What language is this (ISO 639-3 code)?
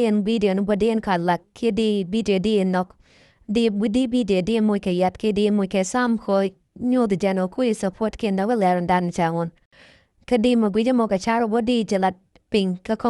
nus